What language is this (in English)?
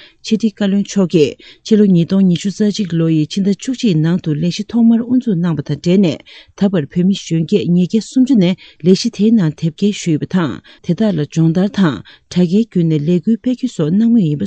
Tibetan